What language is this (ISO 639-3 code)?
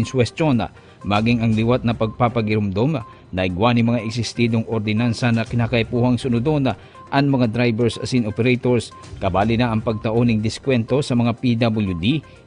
bik